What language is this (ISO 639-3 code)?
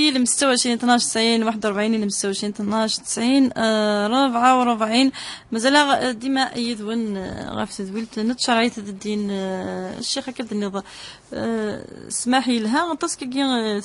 kab